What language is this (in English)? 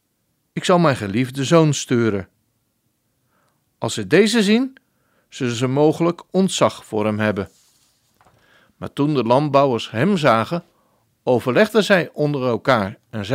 Dutch